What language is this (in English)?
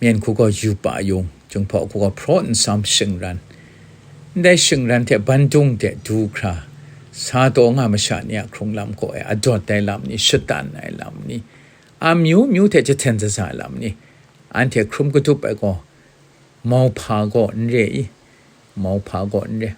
Kachin